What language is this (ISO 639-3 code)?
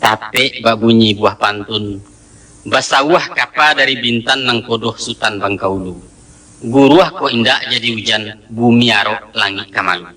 min